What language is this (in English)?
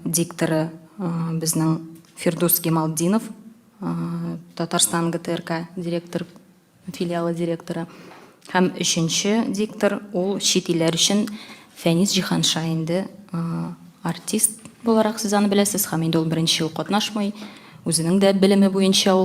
Tatar